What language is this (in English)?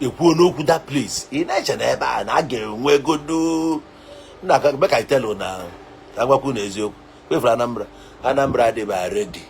Igbo